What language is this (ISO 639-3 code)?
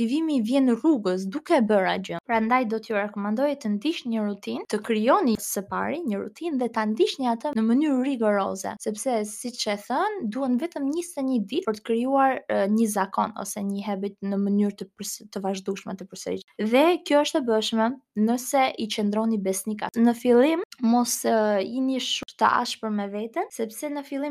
sqi